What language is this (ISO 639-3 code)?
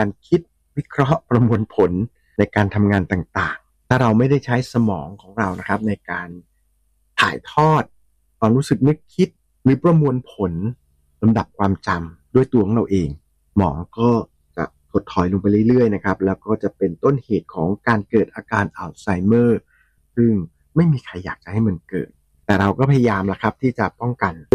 tha